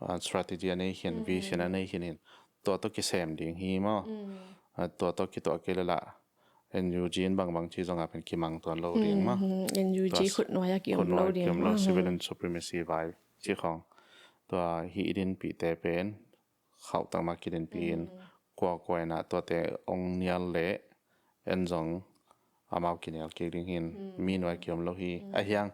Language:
Tedim Chin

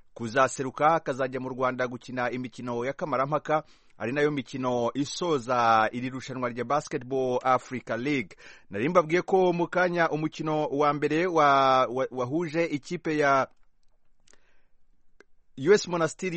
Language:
Kinyarwanda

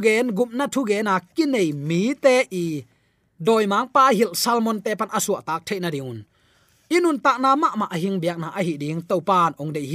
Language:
Tedim Chin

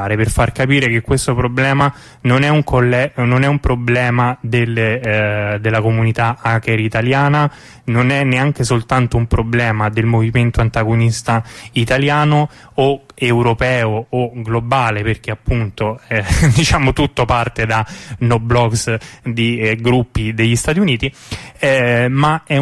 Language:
Italian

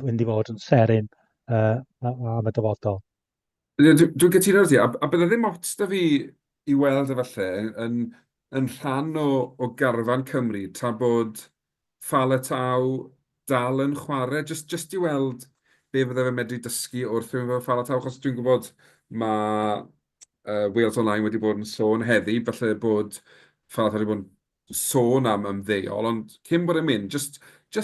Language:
Welsh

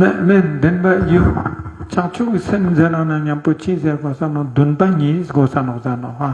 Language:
Ladakhi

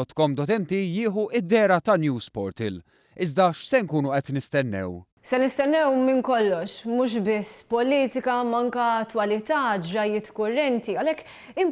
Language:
Maltese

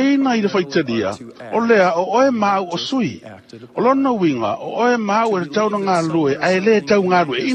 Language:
Samoan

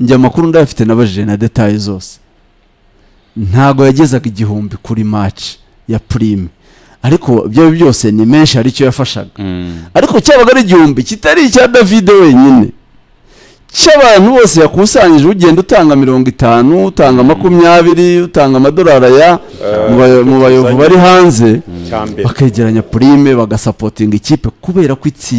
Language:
Kinyarwanda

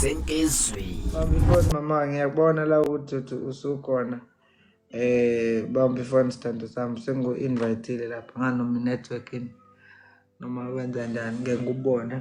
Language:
Zulu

